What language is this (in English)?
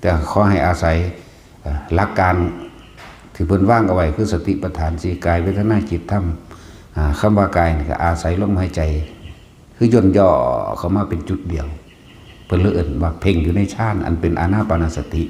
Northeastern Thai